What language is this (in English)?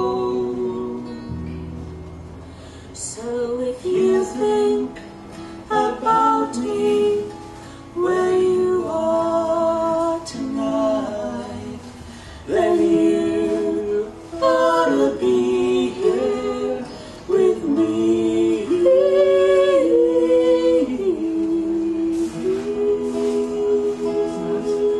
English